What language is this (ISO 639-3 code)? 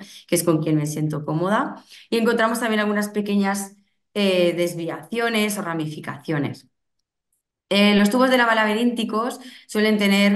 spa